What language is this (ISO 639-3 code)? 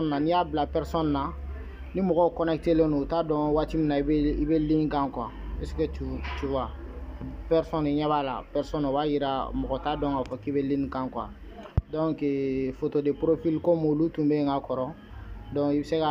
bam